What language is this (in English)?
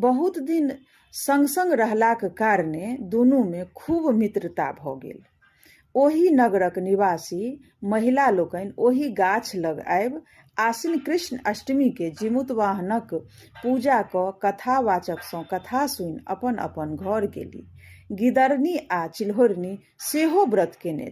Maithili